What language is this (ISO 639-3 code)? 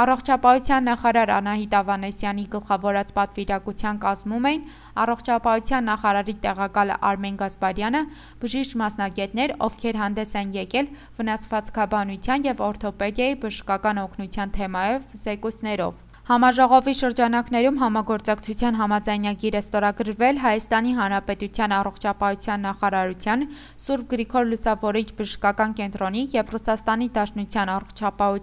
hye